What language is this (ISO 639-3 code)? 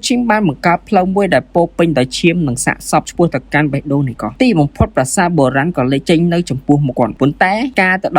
khm